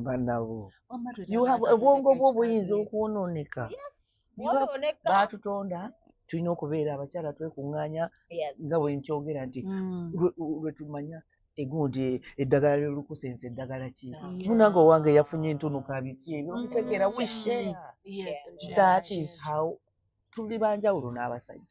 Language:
Ganda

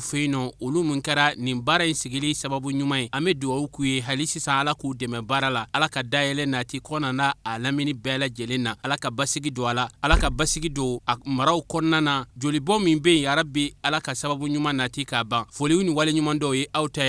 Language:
Bambara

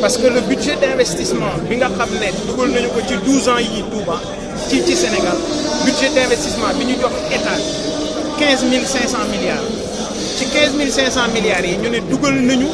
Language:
Wolof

